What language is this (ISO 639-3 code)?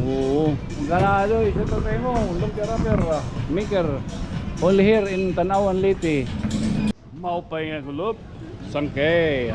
war